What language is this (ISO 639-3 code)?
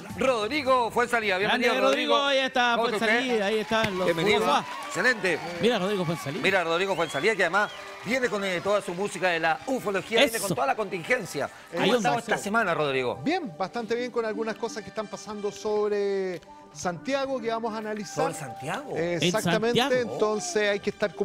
spa